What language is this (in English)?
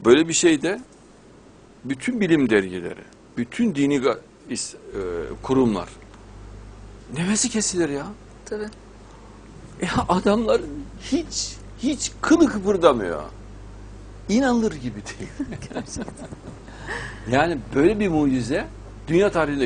Turkish